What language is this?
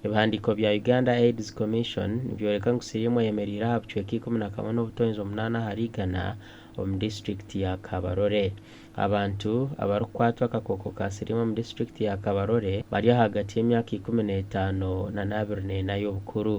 Nyankole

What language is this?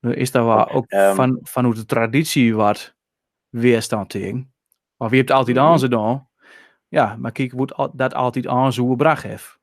Western Frisian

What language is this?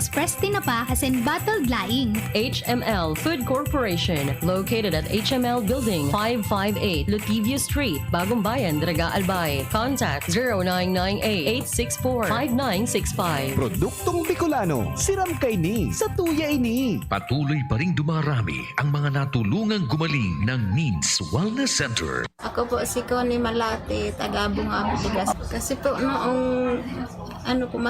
Bikol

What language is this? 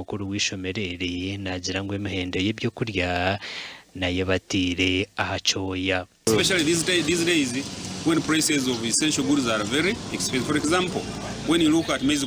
Nyankole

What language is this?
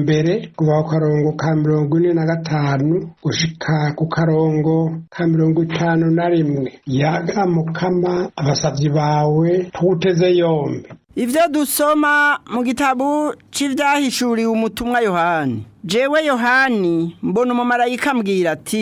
Rundi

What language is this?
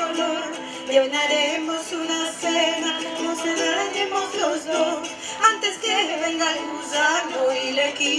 Ladino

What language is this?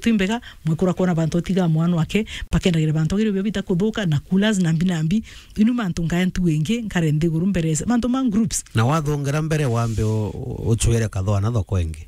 Meru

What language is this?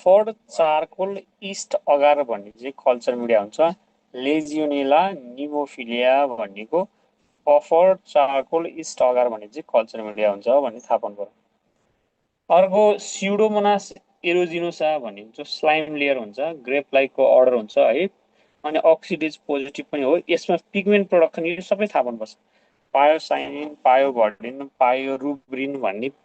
Nepali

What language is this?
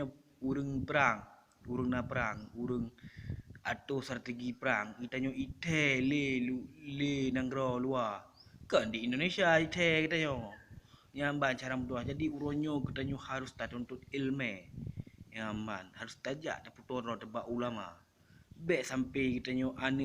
Achinese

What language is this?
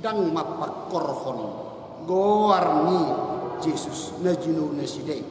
Batak Toba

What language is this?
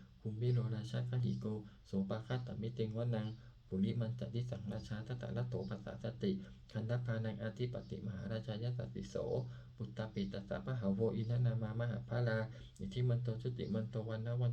Pali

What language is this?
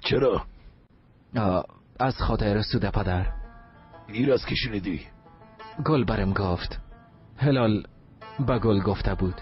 Persian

